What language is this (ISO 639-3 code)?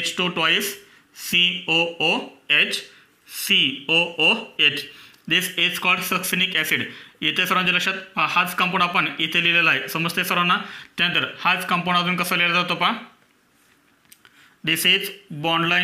mar